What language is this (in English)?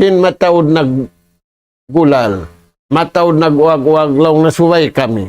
Tausug